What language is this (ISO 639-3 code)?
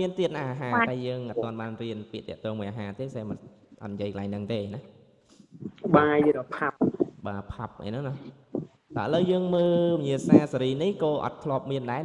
khm